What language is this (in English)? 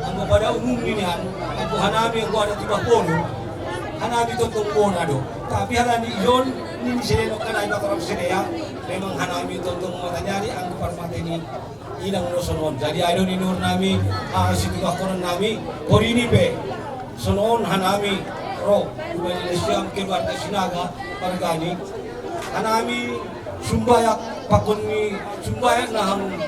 Batak Simalungun